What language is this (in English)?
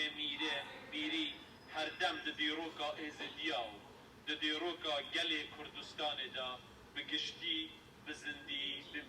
Kurdish